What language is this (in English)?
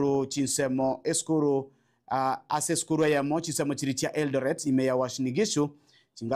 Gusii